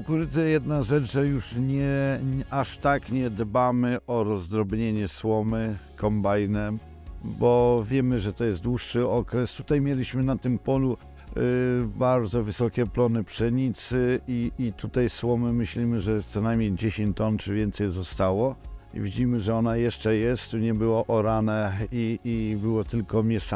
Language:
Polish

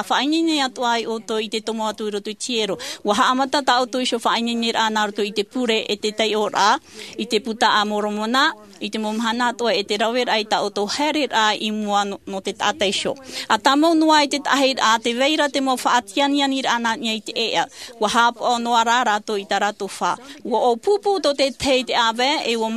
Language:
Tahitian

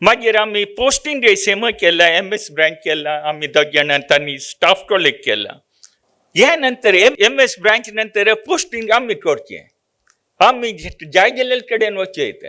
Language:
Konkani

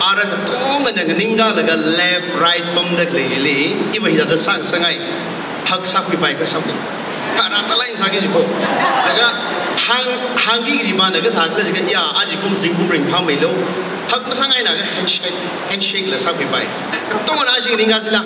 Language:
Tangkhul Naga (India)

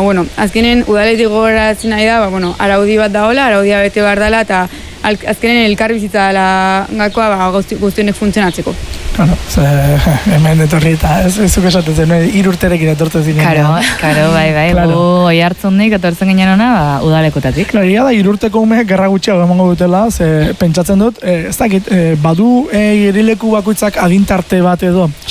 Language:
Basque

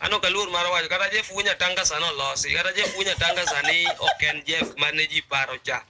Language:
Luo (Kenya and Tanzania)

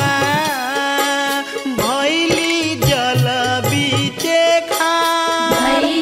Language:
Bhojpuri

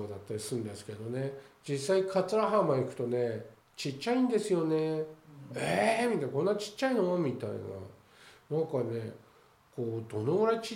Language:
Japanese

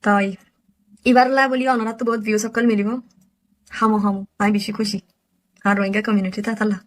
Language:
Rohingya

